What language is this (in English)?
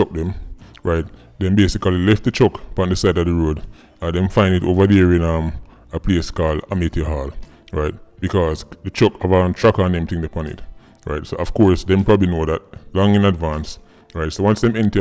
Jamaican Creole English